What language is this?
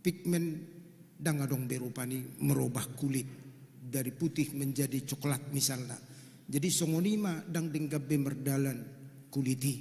Batak Toba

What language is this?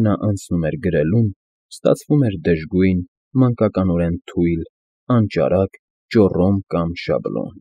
Armenian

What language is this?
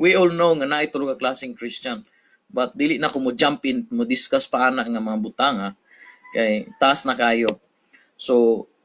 Cebuano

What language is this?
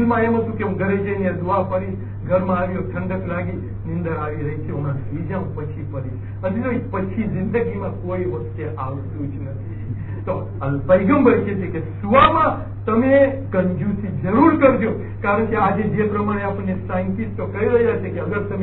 Gujarati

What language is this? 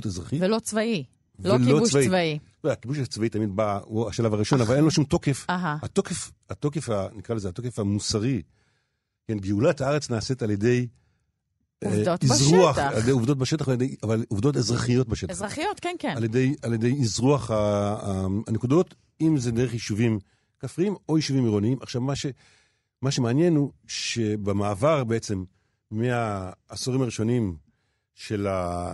Hebrew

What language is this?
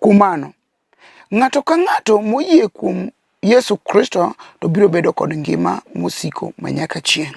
Luo (Kenya and Tanzania)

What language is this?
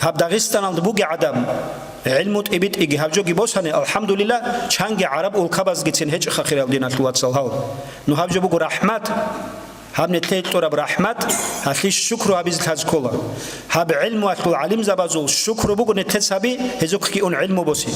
Avaric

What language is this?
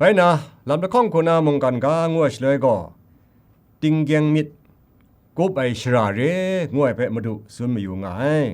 Kachin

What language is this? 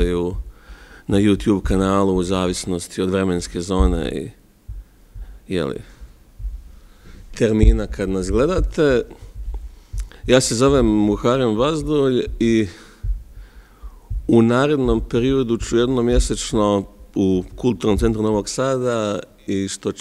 Serbian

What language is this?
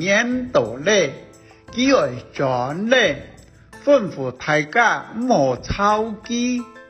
Hakka Chinese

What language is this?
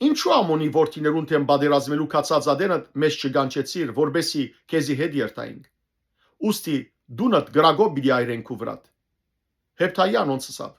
Western Armenian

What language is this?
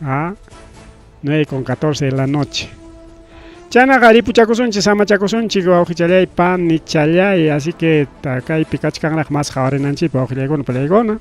Ayacucho Quechua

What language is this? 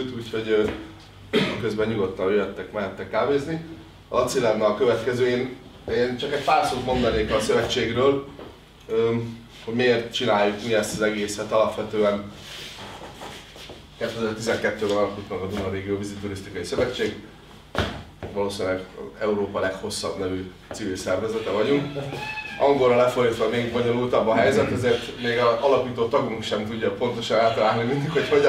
Hungarian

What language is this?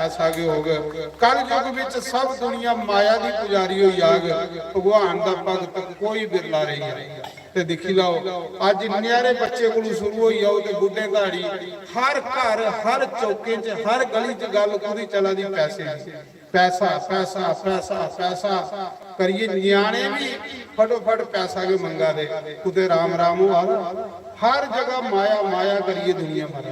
Dogri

